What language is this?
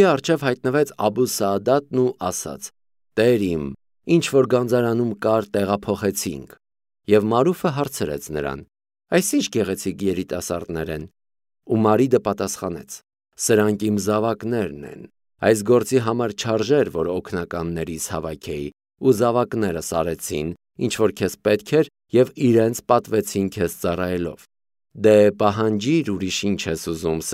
Armenian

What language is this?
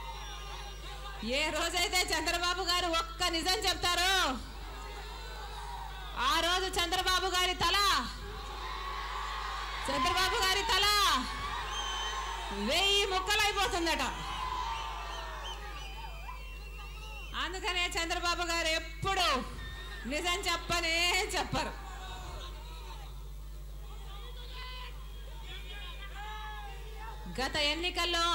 Telugu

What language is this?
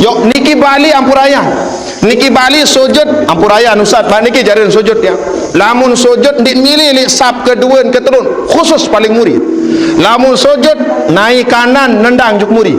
Sasak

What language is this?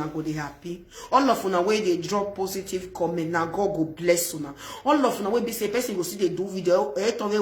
Nigerian Pidgin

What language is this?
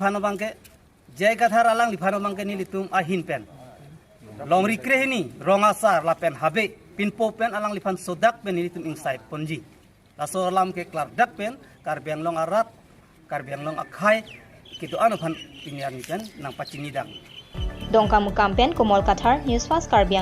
Karbi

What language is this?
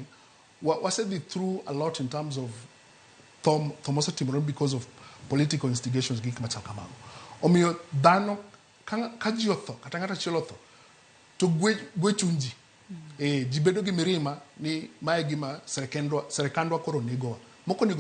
Luo (Kenya and Tanzania)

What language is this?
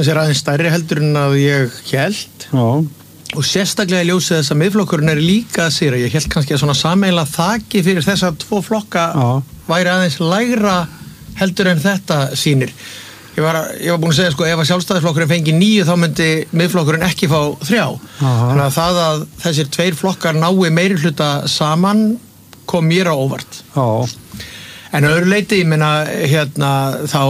Icelandic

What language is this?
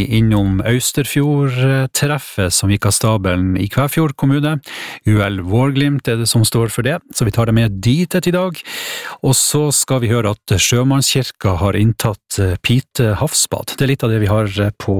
Norwegian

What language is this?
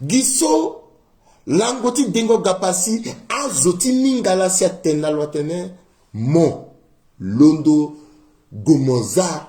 Sango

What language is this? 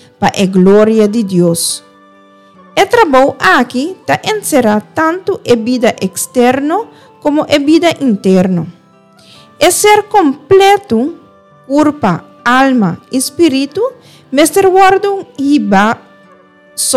Papiamento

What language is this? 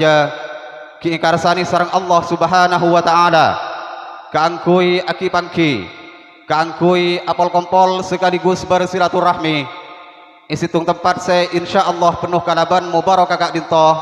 Madurese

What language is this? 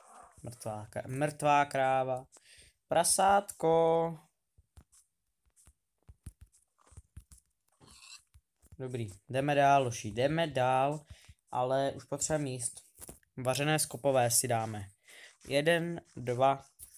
Czech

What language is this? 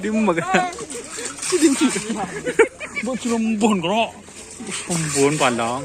Madurese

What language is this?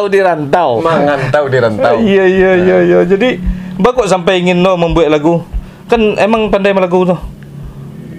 Minangkabau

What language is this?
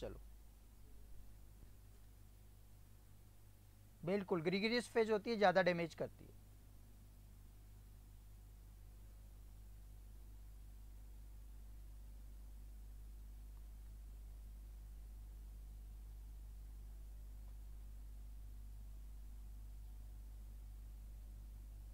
Hindi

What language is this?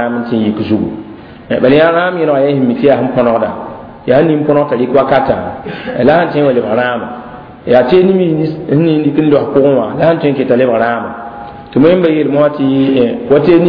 Mossi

